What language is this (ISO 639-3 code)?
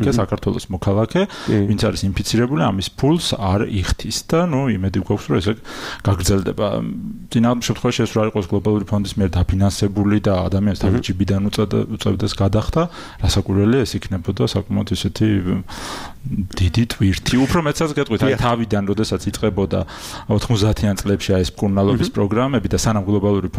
kat